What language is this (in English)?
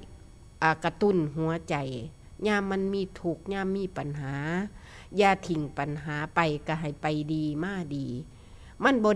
Northeastern Thai